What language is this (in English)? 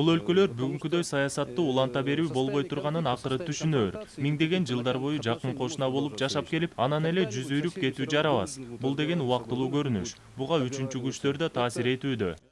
Kyrgyz